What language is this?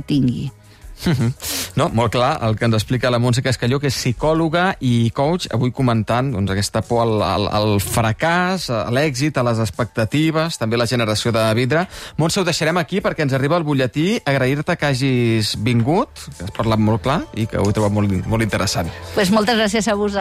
Catalan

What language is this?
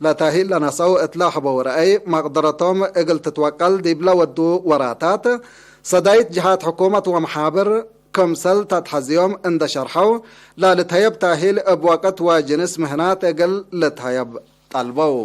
Tigre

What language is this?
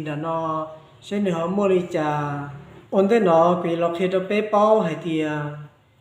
Hmong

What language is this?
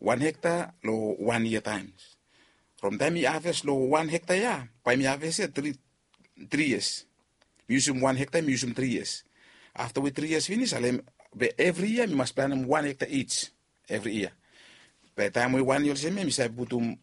Bislama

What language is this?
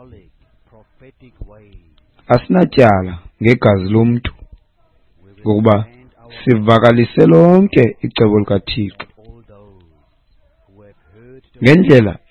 Xhosa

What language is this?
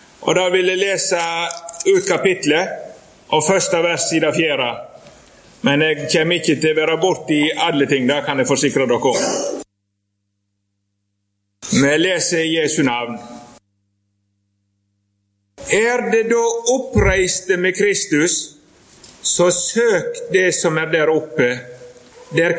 Norwegian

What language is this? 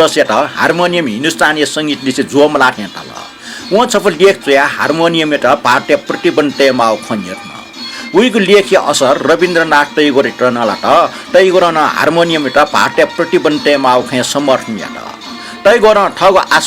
Newari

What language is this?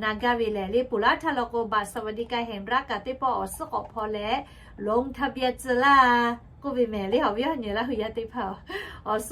Lahu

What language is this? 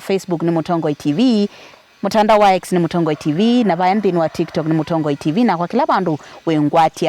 Kamba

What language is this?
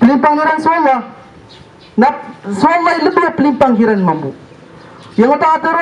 Maranao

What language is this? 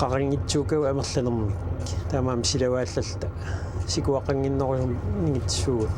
Kalaallisut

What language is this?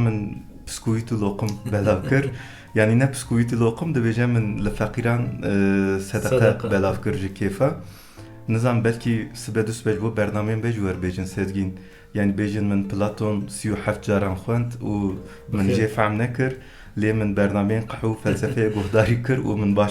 Kurdish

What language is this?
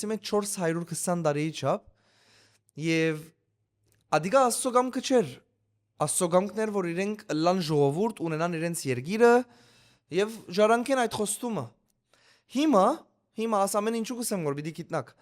Western Armenian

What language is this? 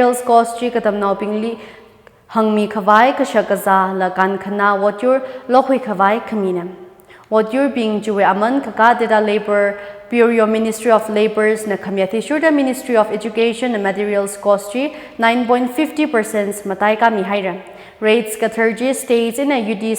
Tangkhul Naga (India)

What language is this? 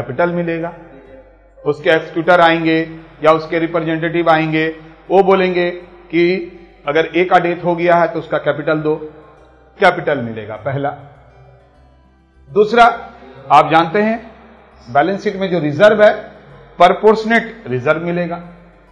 Hindi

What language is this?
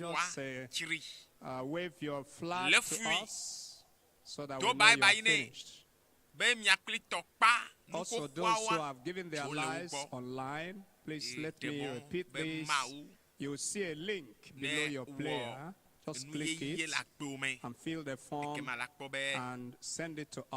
Ewe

